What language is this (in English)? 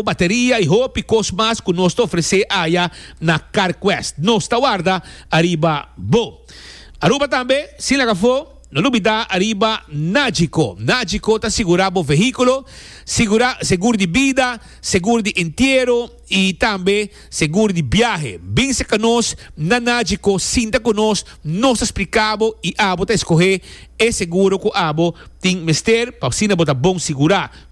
Papiamento